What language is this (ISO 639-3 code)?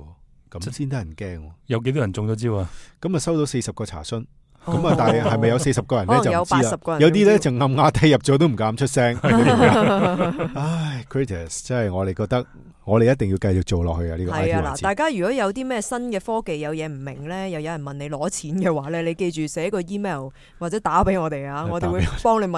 yue